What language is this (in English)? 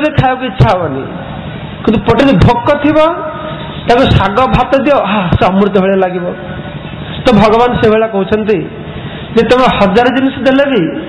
Odia